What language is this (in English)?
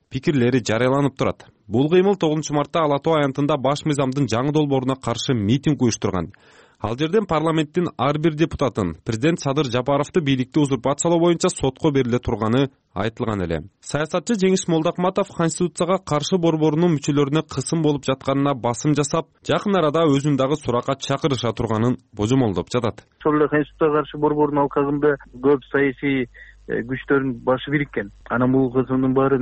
Kyrgyz